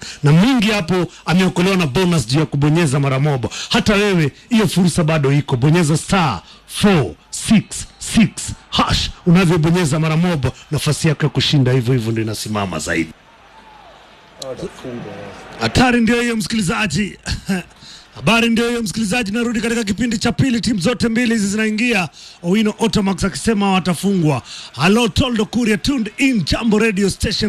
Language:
Swahili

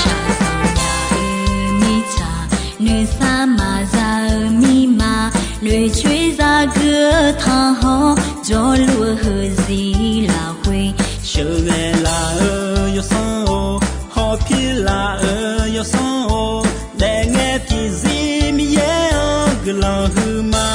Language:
Akha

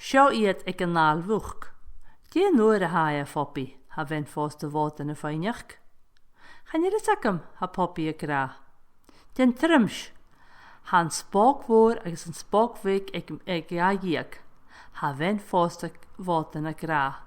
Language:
Scottish Gaelic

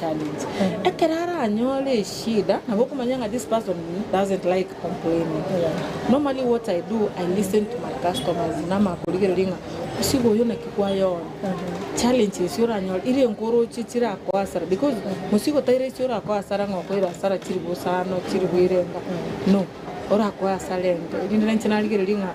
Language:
Gusii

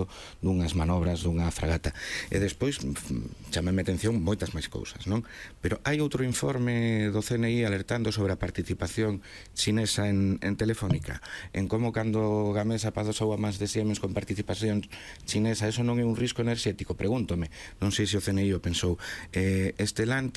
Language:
Galician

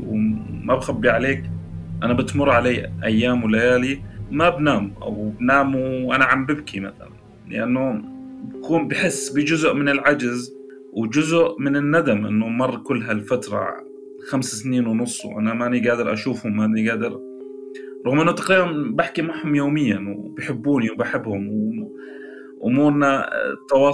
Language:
North Levantine Arabic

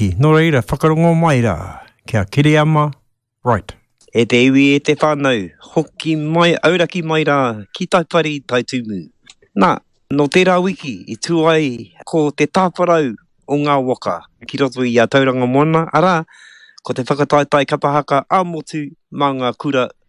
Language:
Māori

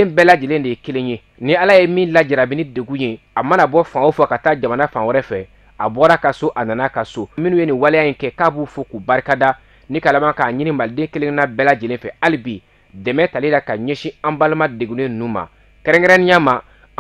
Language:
Bambara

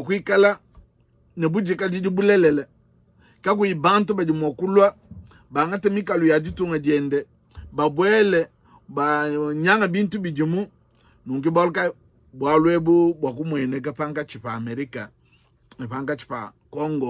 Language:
Luba-Lulua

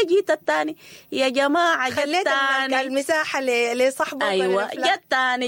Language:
Sudanese Arabic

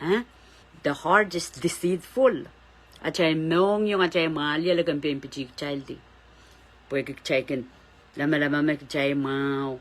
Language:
Pohnpeian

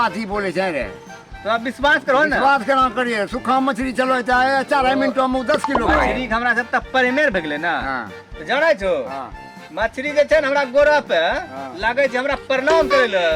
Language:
Maithili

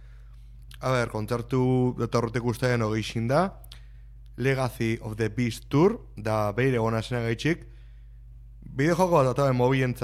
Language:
Basque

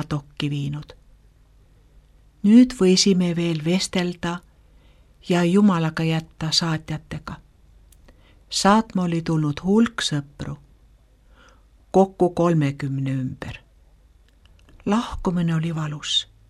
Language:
Estonian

